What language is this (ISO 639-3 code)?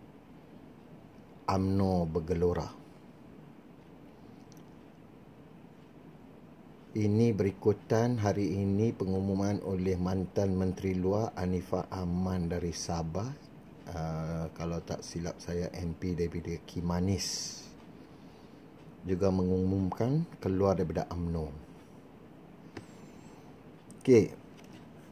msa